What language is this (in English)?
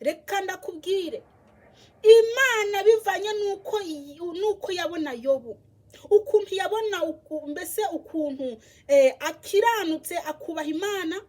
Kinyarwanda